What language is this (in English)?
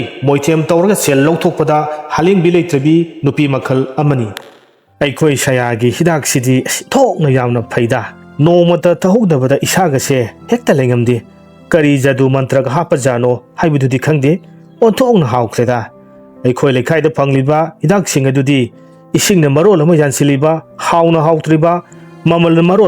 Manipuri